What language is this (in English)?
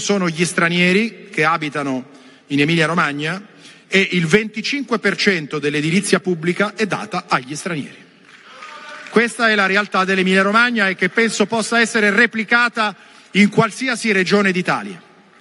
Italian